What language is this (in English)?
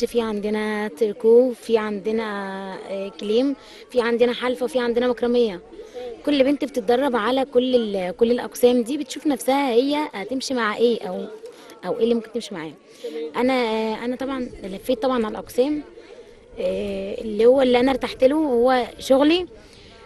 Egyptian Arabic